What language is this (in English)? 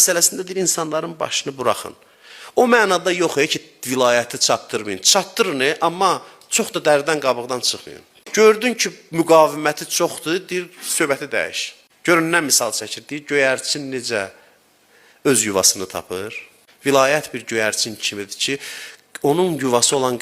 Azerbaijani